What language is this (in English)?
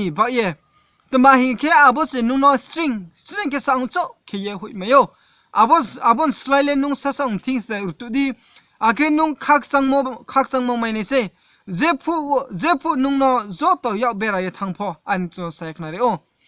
Riang (India)